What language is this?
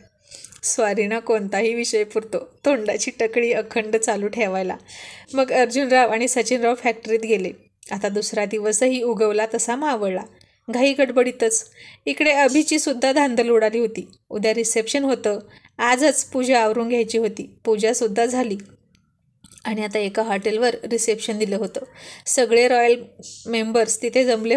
Marathi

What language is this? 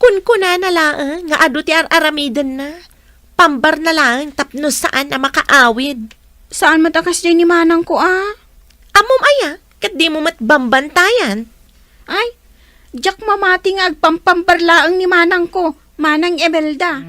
Iloko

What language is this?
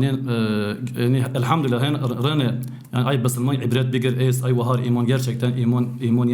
Zaza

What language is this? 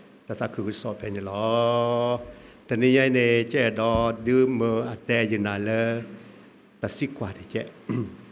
S'gaw Karen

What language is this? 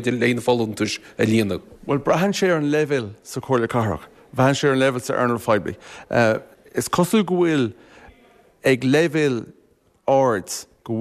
Irish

